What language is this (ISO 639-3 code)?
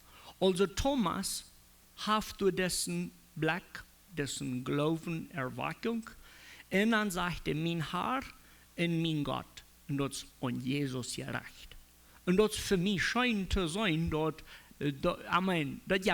pdt